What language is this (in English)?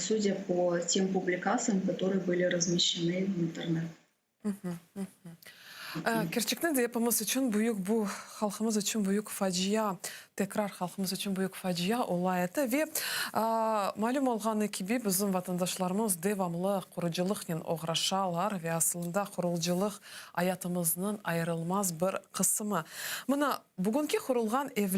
Crimean Tatar